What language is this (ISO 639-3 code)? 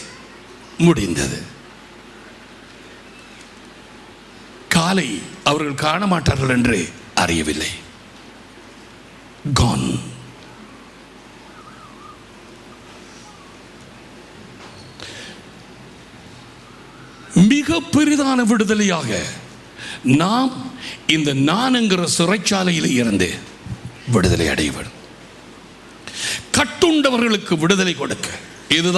tam